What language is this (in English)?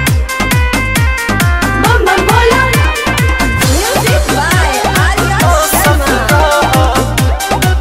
Bhojpuri